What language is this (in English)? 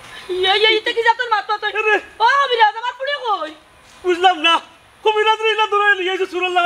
Sylheti